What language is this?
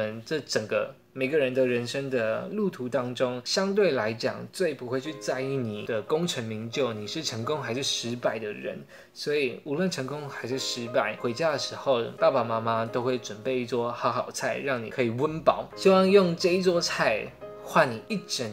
Chinese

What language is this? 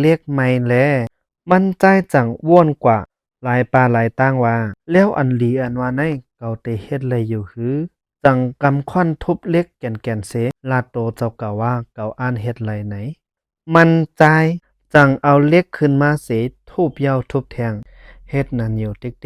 Shan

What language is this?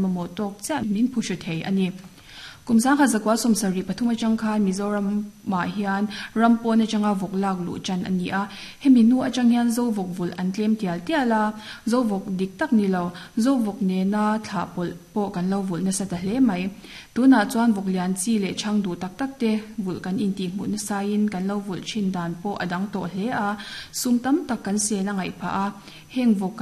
Mizo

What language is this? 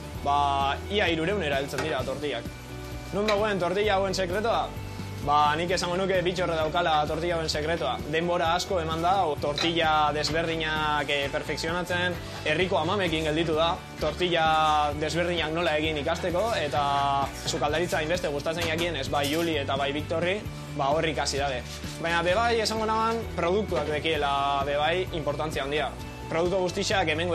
Basque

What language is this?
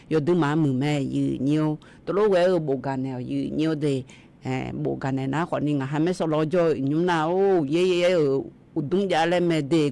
Akha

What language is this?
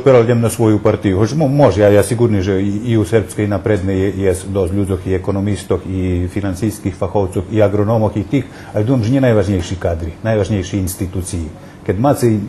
Rusyn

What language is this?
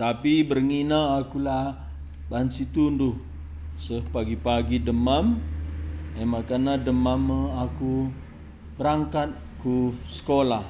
Batak Karo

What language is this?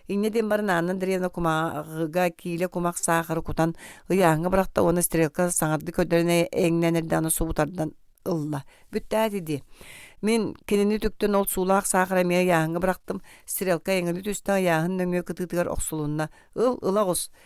Yakut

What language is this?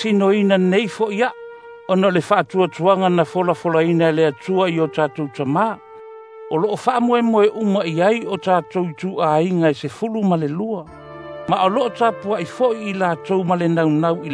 Samoan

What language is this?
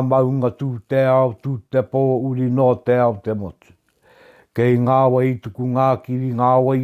Māori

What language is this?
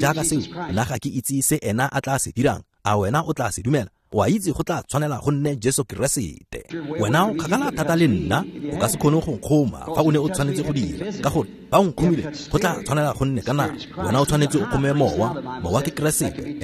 Tswana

